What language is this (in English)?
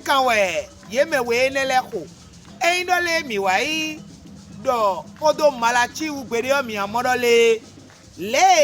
Fon